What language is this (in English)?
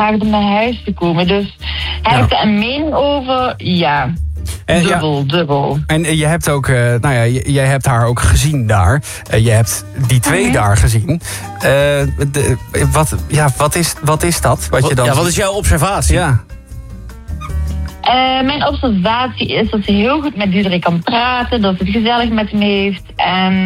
Dutch